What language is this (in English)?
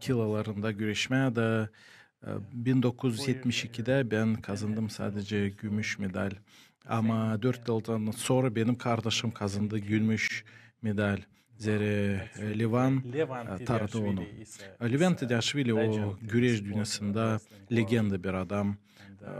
Gagauz